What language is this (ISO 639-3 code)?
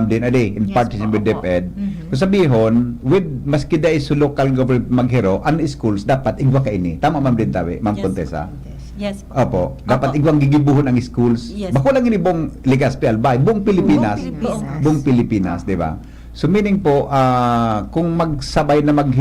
bik